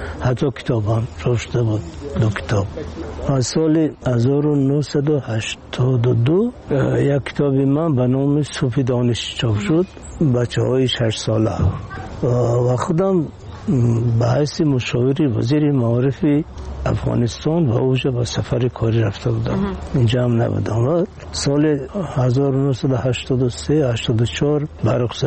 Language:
Persian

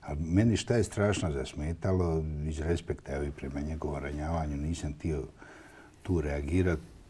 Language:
Bosnian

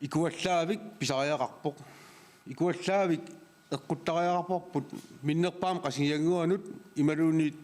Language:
Kalaallisut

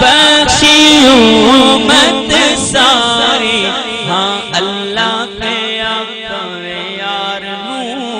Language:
Saraiki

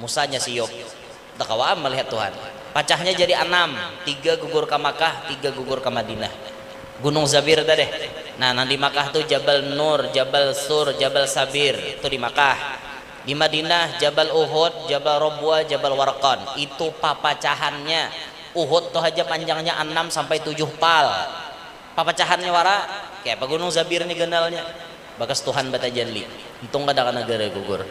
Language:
Banjar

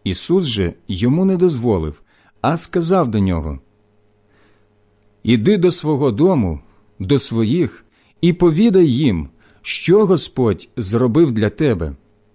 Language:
Ukrainian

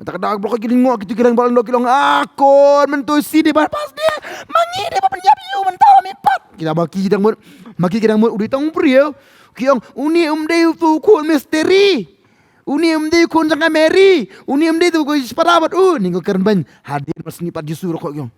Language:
Khasi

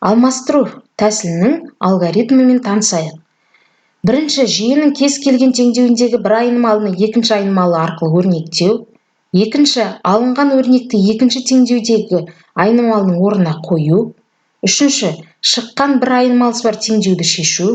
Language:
Kazakh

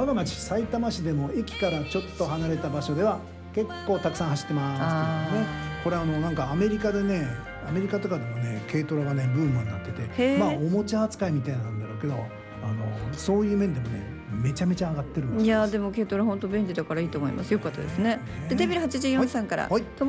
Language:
Japanese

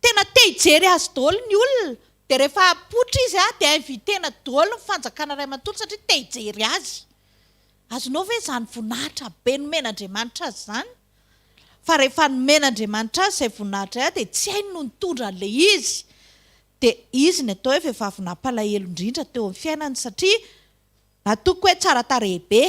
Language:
Malagasy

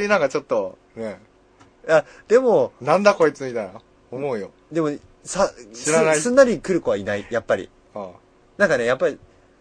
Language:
Japanese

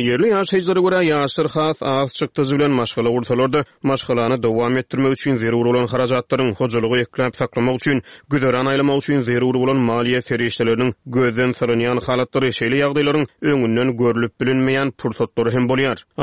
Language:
Turkmen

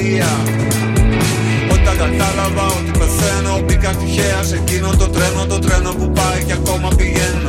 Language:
Greek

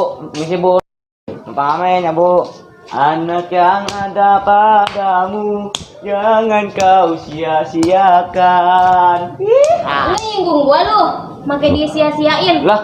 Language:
Betawi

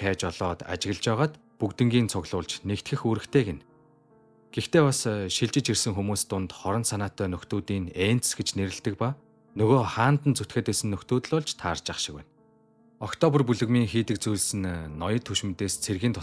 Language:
Mongolian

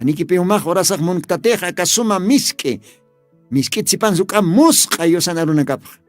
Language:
Aymara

